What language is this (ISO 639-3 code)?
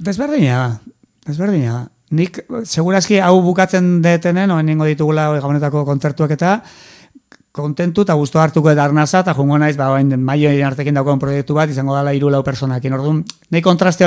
eus